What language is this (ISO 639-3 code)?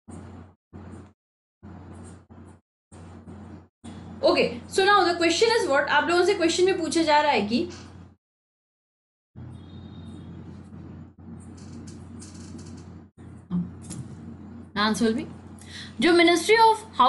hin